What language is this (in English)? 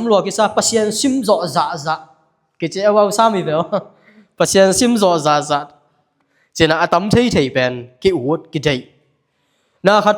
Tedim Chin